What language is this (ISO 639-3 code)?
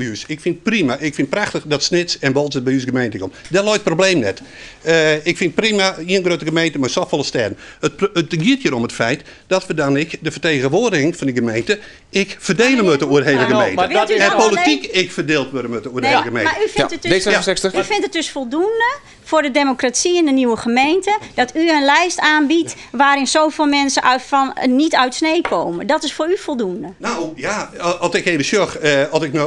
fry